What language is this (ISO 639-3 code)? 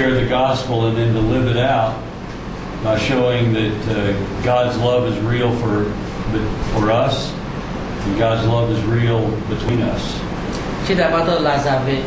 lhu